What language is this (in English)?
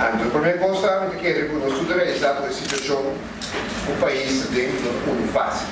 Papiamento